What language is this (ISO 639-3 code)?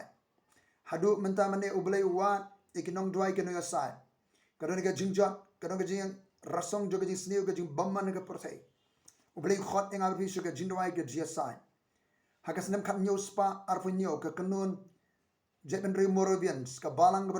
kha